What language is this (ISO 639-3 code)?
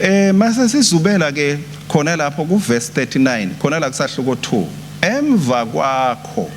ssw